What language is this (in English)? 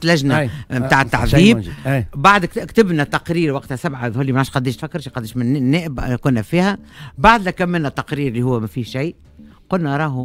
Tunisian Arabic